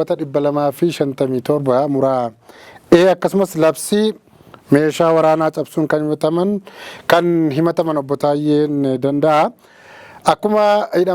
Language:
Oromo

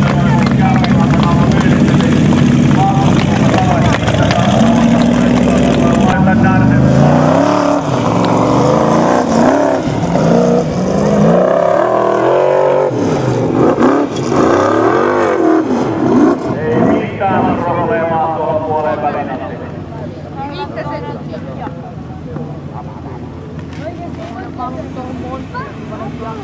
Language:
Finnish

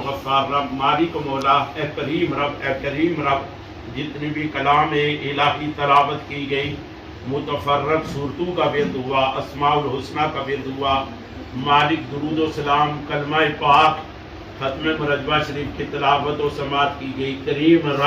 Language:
Pahari-Potwari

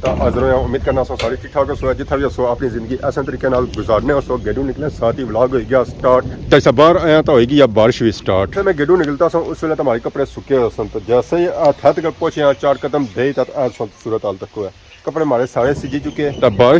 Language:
Pahari-Potwari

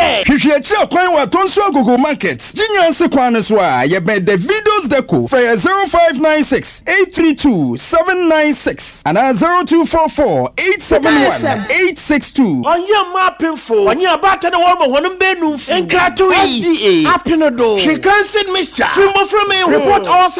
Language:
Akan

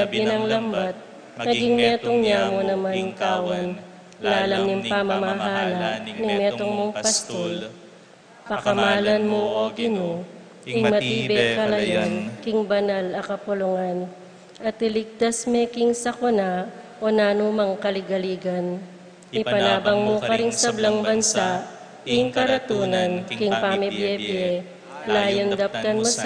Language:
Pampanga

